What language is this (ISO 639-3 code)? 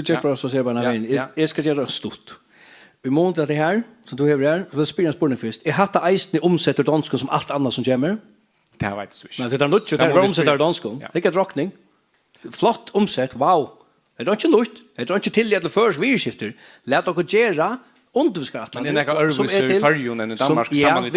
fao